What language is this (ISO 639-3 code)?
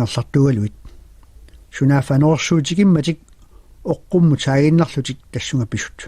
kal